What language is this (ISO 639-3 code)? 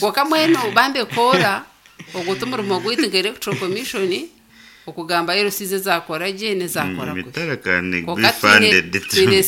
nyn